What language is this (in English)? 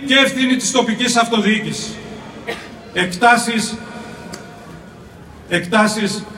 Greek